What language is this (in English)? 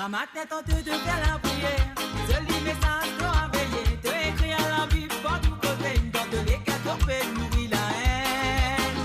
Morisyen